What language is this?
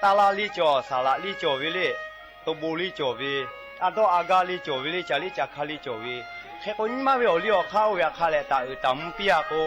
Lahu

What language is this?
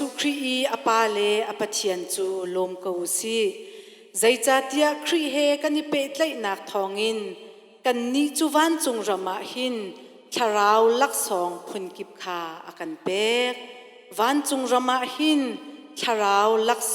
Hakha Chin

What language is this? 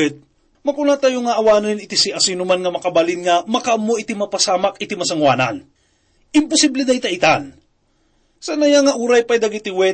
Iloko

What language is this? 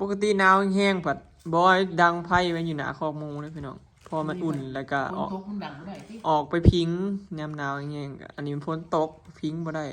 Northeastern Thai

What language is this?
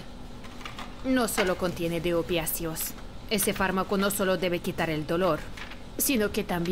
Spanish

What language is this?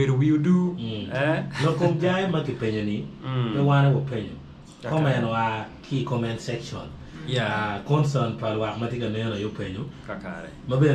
Acoli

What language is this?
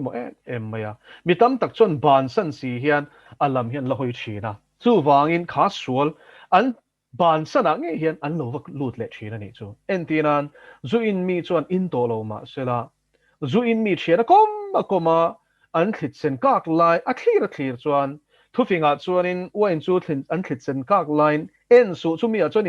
Mizo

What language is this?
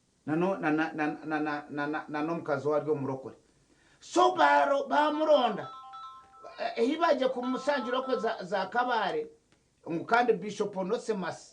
Nyankole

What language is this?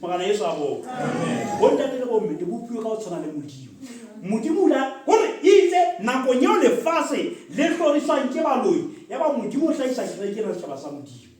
Southern Sotho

